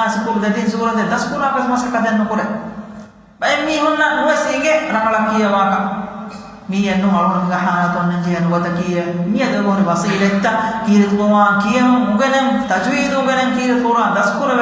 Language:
Divehi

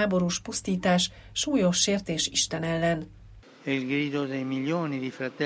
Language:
Hungarian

